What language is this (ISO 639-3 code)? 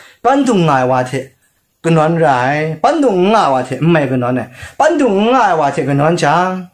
kac